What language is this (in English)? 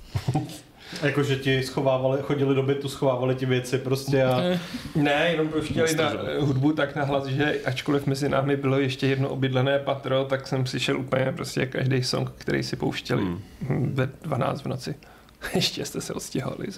Czech